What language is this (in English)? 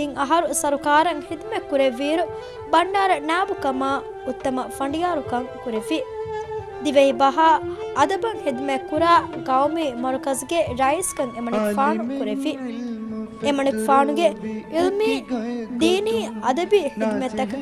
Divehi